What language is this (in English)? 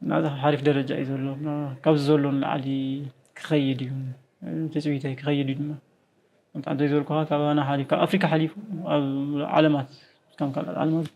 Tigrinya